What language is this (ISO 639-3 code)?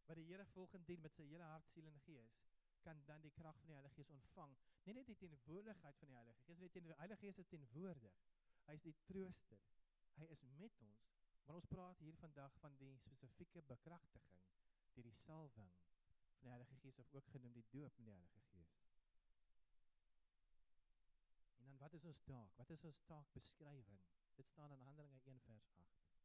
afr